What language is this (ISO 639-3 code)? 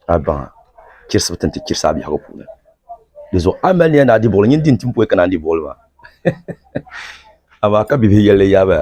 dag